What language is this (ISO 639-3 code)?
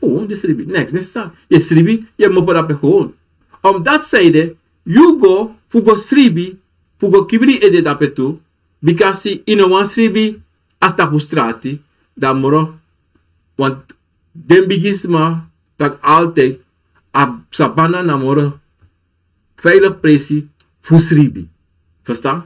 srn